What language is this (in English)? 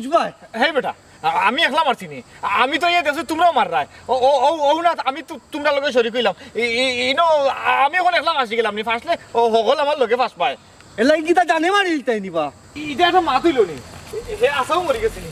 Sylheti